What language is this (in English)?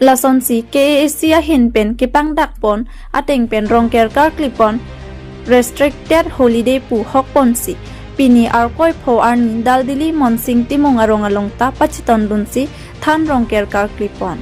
Karbi